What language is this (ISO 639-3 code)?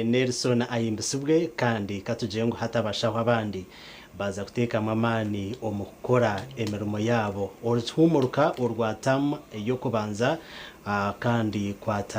nyn